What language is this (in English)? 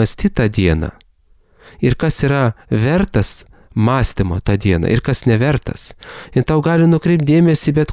Lithuanian